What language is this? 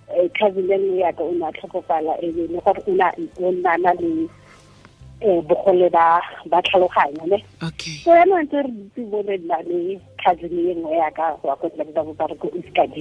Tswana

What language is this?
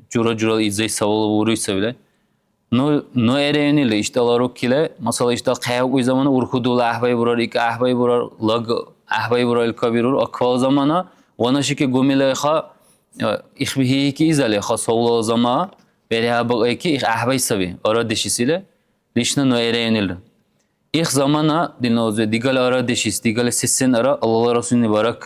Dargwa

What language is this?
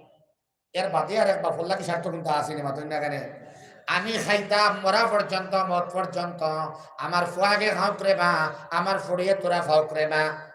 Sylheti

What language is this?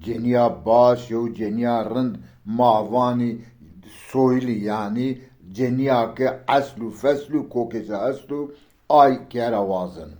Zaza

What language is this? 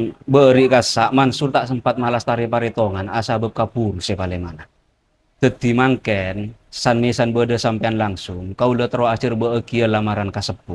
Madurese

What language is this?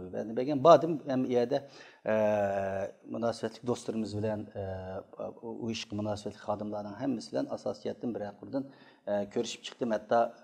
Uyghur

